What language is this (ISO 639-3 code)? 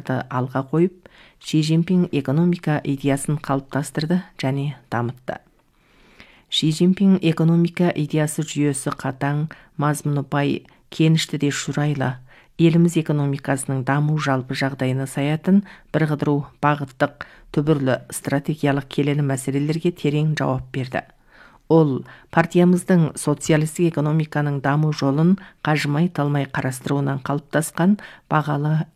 kaz